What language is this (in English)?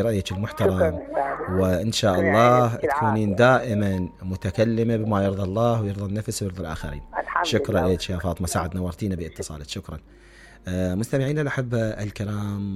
Mesopotamian Arabic